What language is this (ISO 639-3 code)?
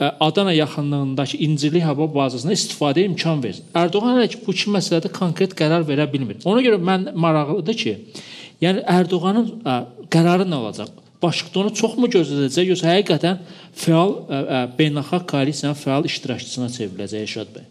aze